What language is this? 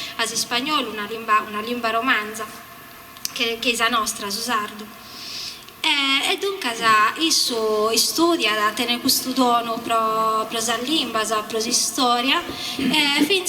Sardinian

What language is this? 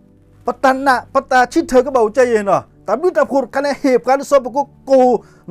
S'gaw Karen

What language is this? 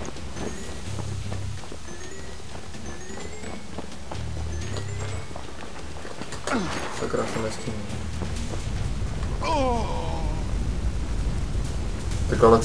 Czech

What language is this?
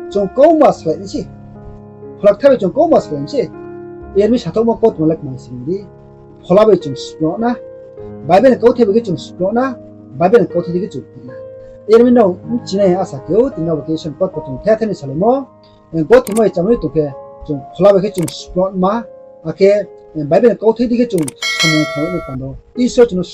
Riang (India)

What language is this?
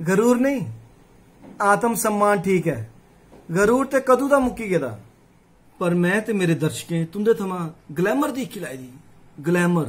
Dogri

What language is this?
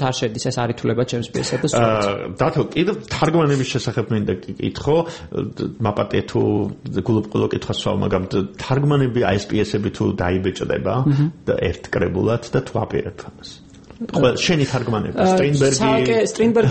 Georgian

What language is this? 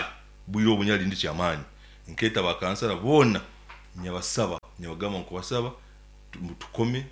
Nyankole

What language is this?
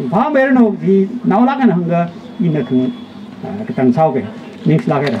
Tangkhul Naga (India)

